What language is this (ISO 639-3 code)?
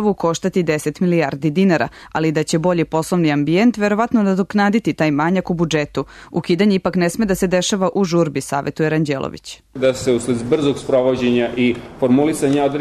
srp